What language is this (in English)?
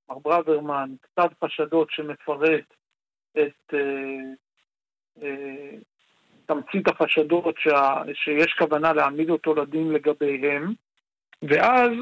Hebrew